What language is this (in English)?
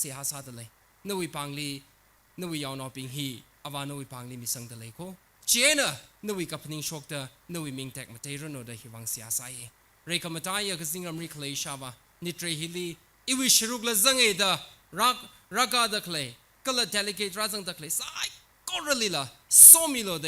Tangkhul Naga (India)